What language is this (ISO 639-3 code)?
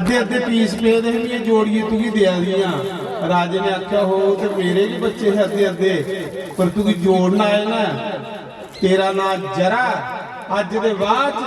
doi